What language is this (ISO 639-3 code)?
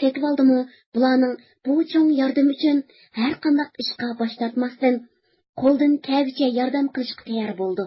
uig